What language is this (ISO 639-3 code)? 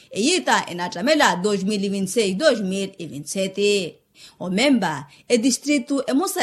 vmw